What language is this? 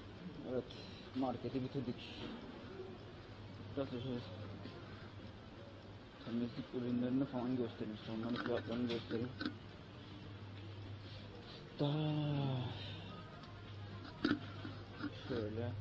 Turkish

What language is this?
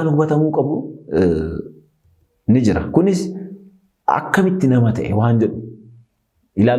Oromo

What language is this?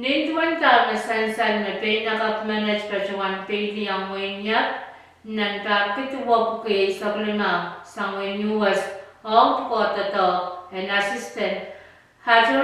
Pohnpeian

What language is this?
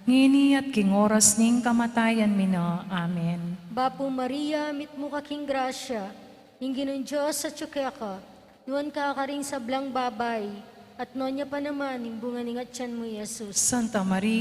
Pampanga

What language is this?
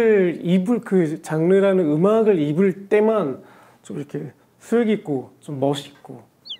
Korean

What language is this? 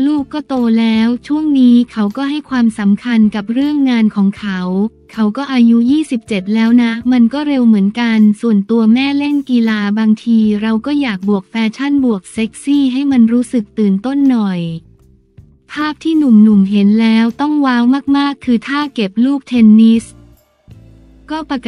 Thai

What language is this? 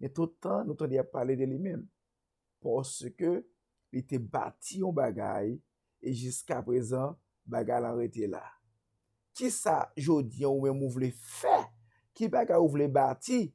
Haitian Creole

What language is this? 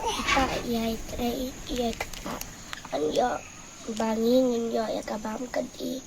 Khasi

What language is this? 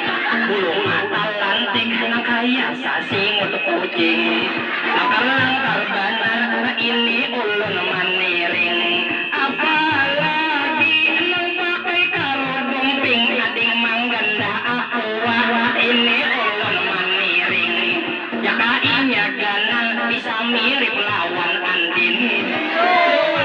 Banjar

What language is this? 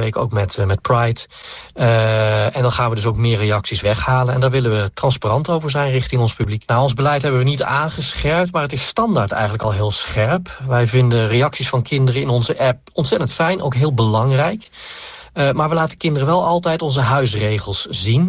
Dutch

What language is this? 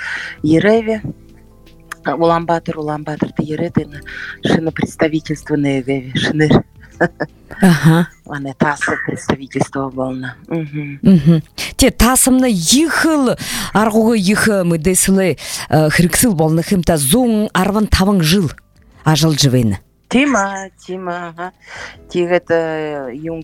Buriat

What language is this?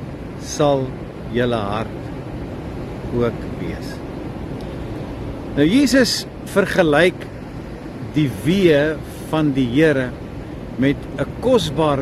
Afrikaans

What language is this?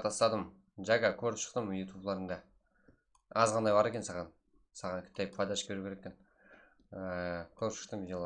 Kara-Kalpak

